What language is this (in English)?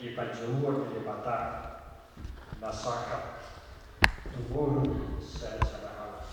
Batak Toba